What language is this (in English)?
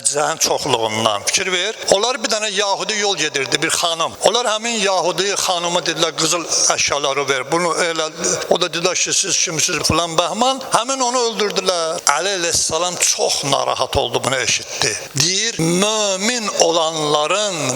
Azerbaijani